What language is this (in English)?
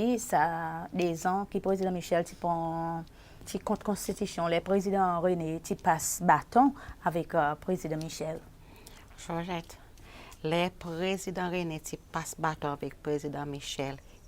Seselwa Creole French